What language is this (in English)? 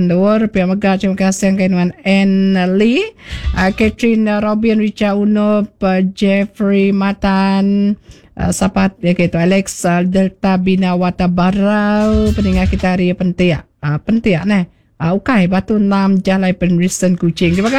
Iban